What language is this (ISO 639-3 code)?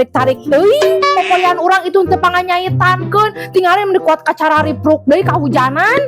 sun